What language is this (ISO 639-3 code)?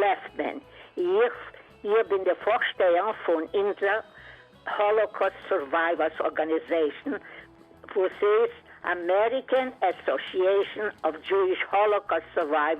yid